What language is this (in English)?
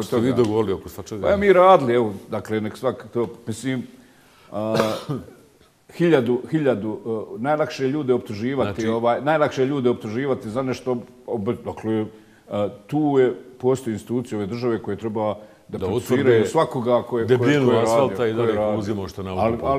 Bosnian